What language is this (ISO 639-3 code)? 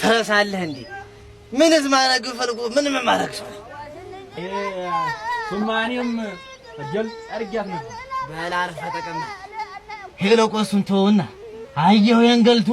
amh